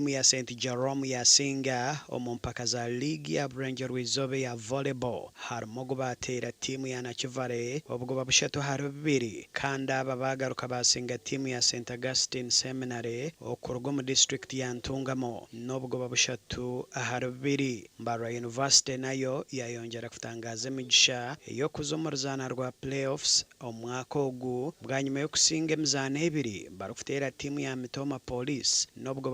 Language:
Nyankole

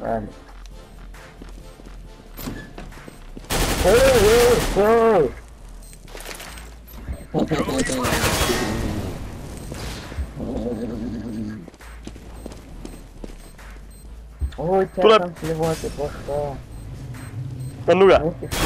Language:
Estonian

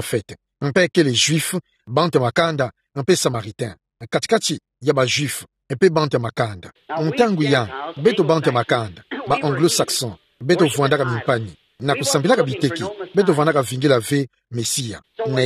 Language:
Kituba (Democratic Republic of Congo)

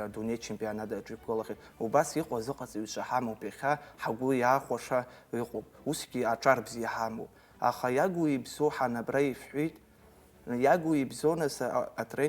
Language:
Abkhazian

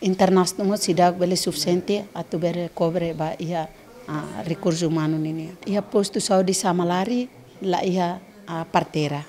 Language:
Tetum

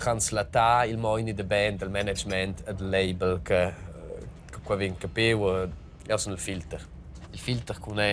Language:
Romansh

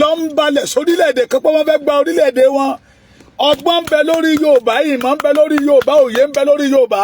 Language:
Yoruba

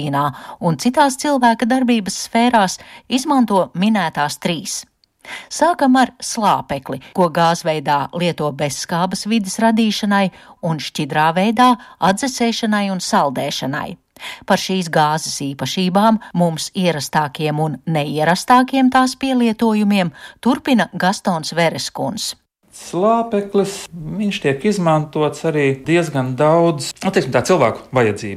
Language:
Latvian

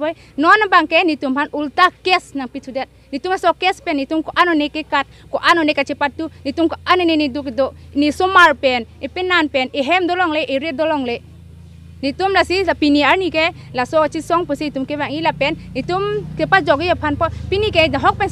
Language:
Karbi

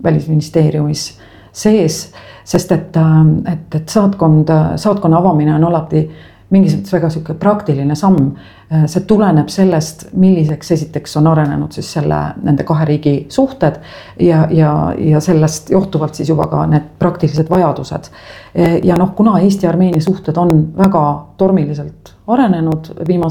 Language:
Estonian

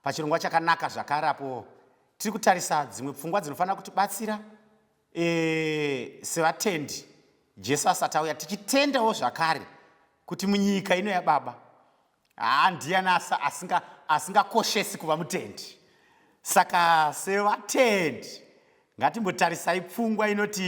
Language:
Shona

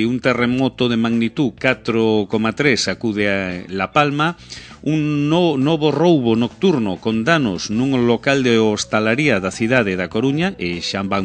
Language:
Galician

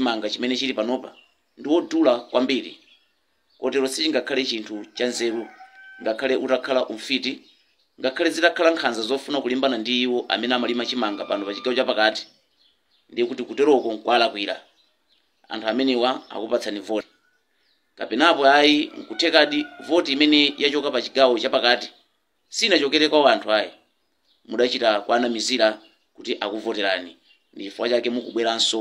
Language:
Nyanja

